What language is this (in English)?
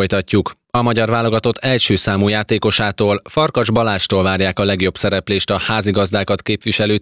Hungarian